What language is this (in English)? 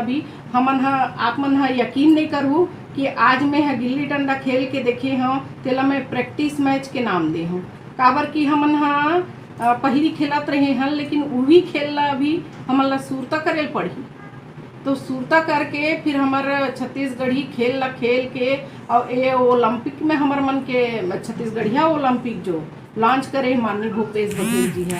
Chhattisgarhi